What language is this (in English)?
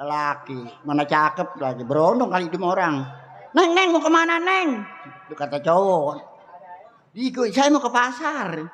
Betawi